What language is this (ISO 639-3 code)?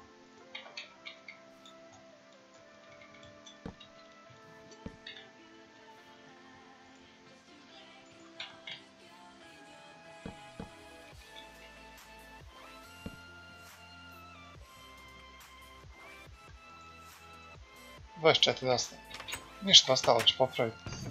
hrv